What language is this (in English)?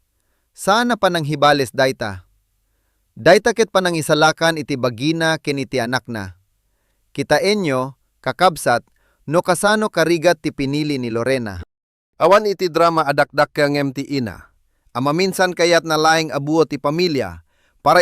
Iloko